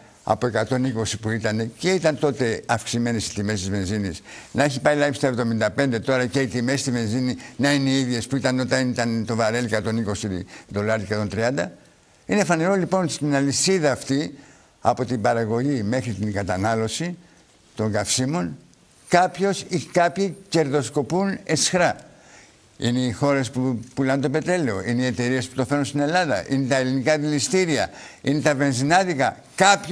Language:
Greek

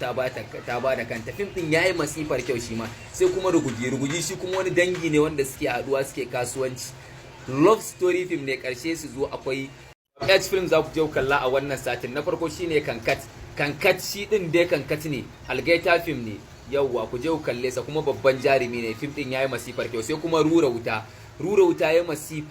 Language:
Hausa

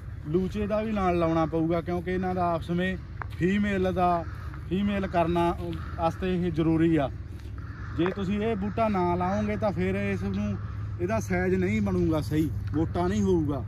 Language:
Punjabi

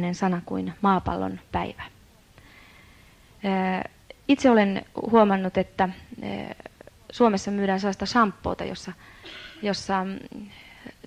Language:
Finnish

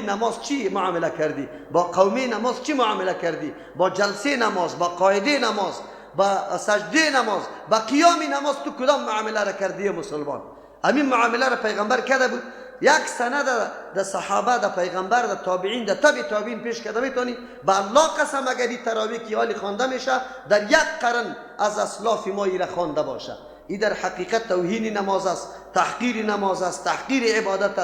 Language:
Persian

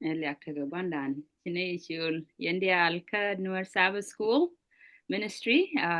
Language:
Nuer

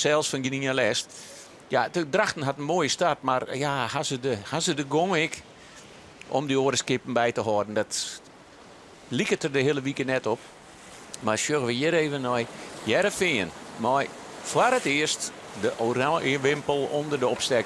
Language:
Western Frisian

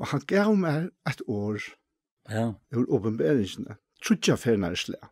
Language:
Faroese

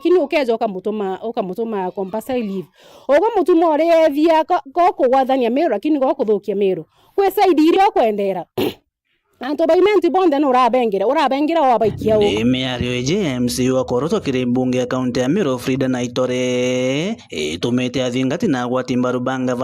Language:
Meru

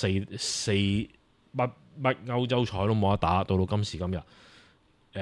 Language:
Cantonese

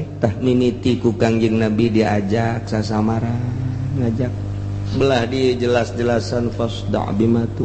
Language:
Sundanese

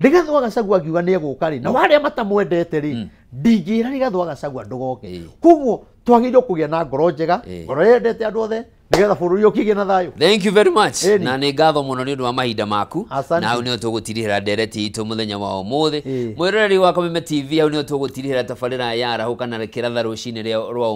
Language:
Kikuyu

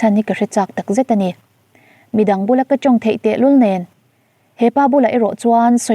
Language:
Mizo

